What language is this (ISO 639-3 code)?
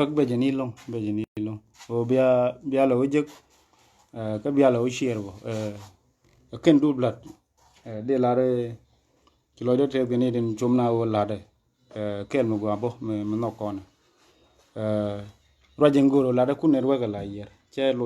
nus